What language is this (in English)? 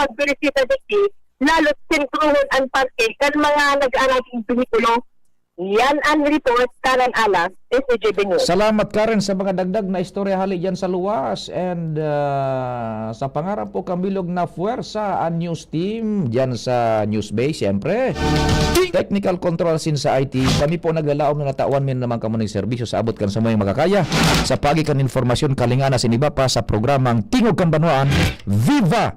Bikol